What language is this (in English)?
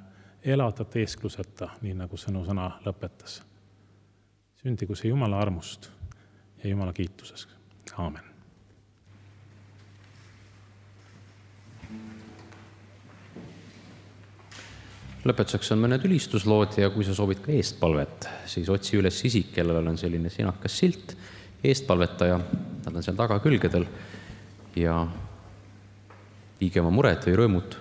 Estonian